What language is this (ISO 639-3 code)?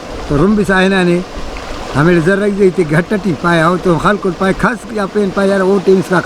brh